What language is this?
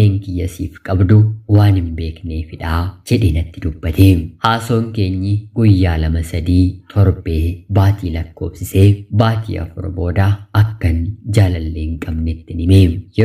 Oromo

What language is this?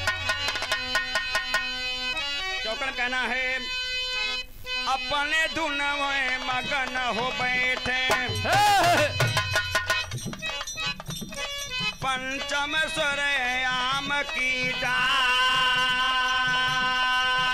Bhojpuri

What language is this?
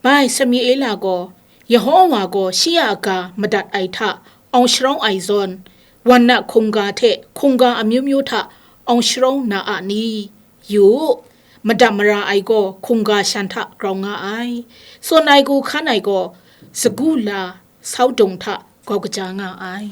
Kachin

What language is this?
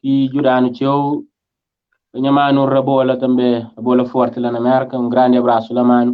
Kabuverdianu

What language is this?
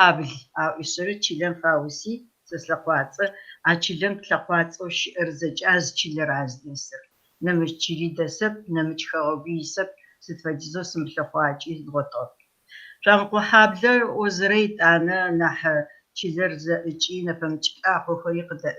Kabardian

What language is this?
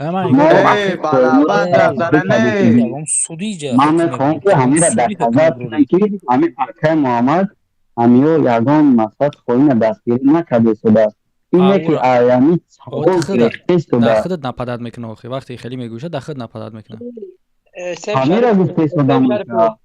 Tajik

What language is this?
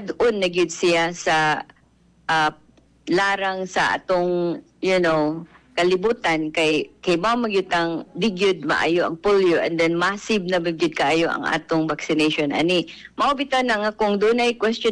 Cebuano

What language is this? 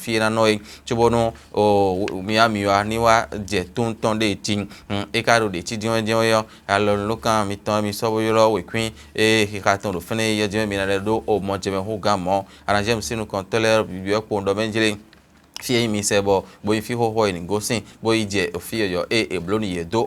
Fon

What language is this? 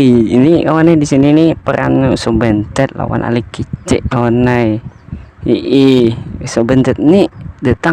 Banjar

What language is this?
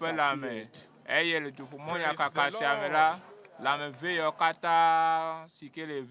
Ewe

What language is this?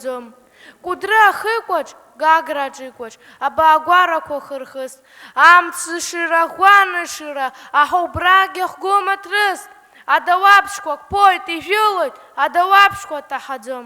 Abkhazian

